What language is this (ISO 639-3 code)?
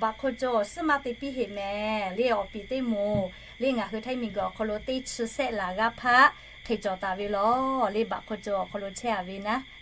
lhu